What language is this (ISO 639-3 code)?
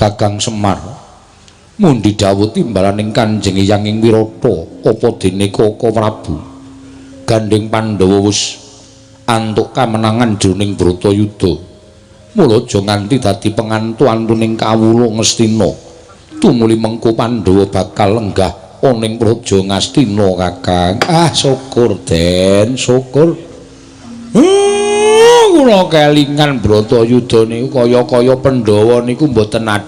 jav